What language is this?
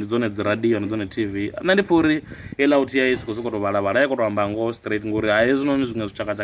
Venda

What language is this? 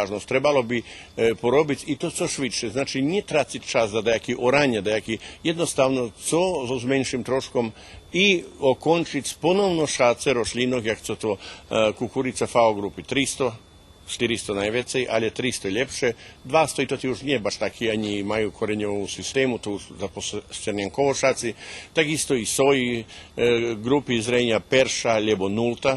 Rusyn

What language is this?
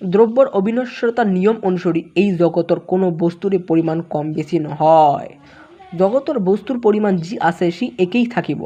Assamese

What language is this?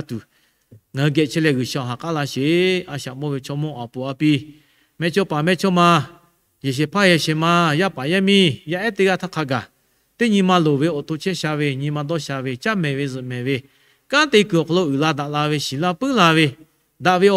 Lahu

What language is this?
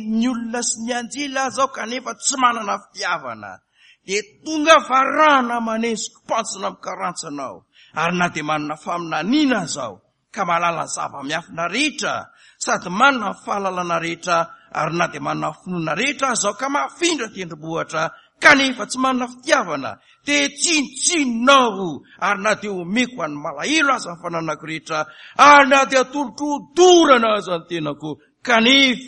Malagasy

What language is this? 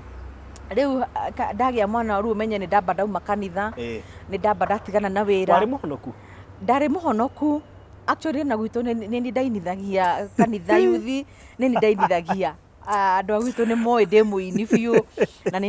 Kikuyu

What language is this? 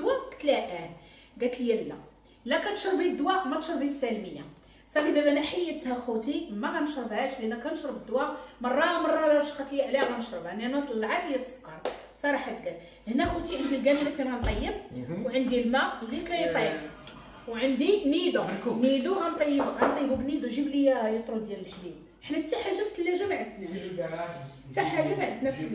Moroccan Arabic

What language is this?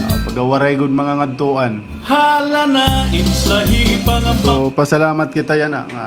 Waray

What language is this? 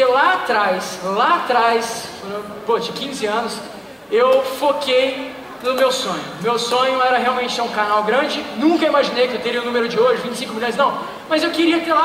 Portuguese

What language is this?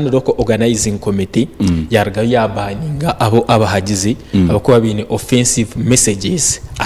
Nyankole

